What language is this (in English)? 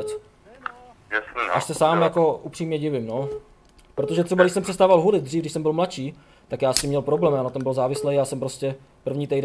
Czech